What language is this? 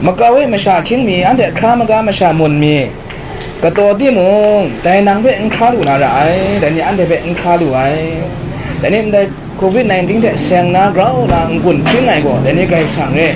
Kachin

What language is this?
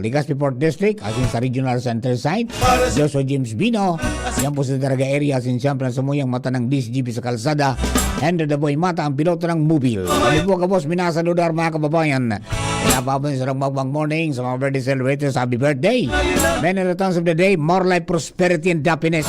Bikol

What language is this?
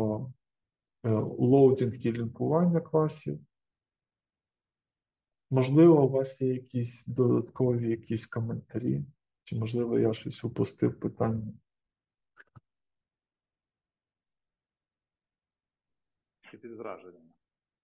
Ukrainian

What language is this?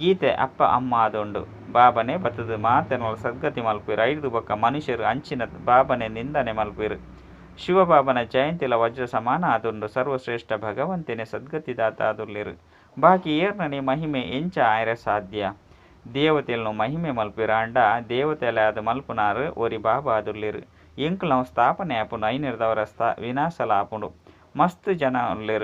Tulu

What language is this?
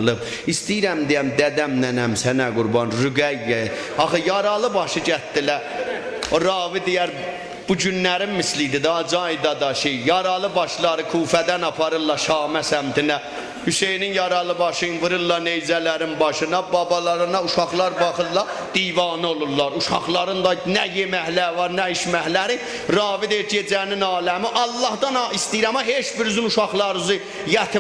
South Azerbaijani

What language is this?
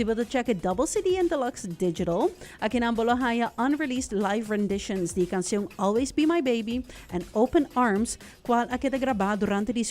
Papiamento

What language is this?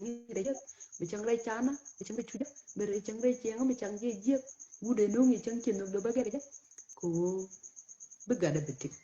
Nuer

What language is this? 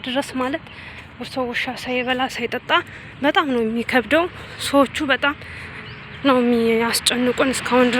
Amharic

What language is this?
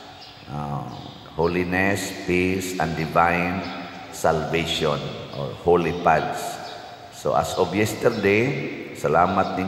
Cebuano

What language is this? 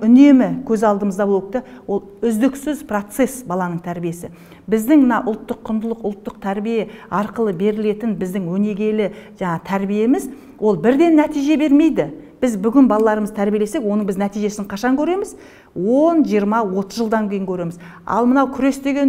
Kazakh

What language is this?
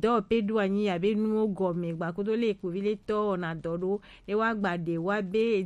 Gen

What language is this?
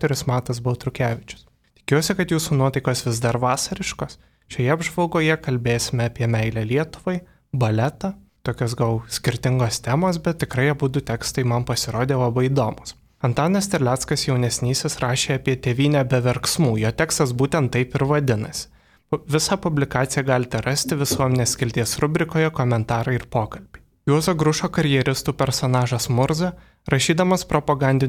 Lithuanian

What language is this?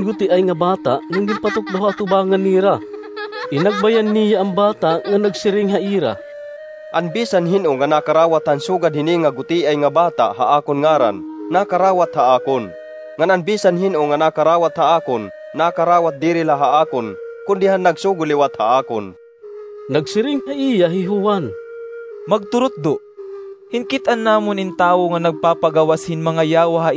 Waray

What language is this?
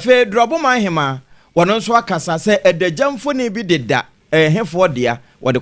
Akan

